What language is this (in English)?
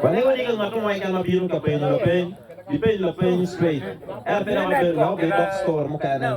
Acoli